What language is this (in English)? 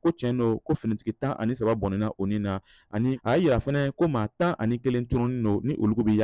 Bambara